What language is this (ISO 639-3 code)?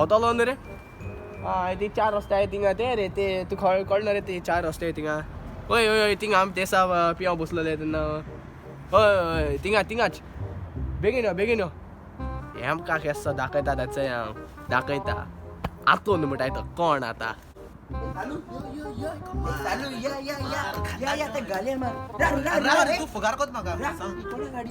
kok